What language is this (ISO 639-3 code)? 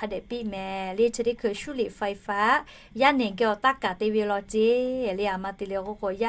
lhu